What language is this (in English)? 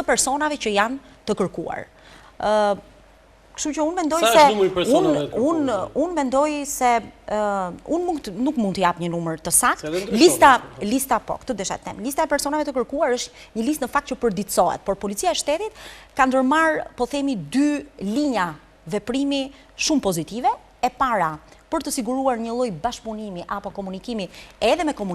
Albanian